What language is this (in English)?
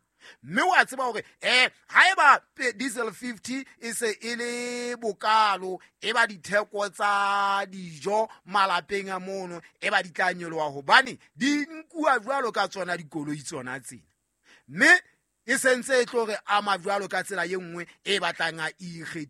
Southern Sotho